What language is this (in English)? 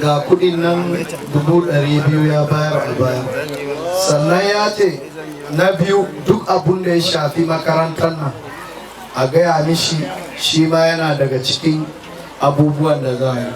Hausa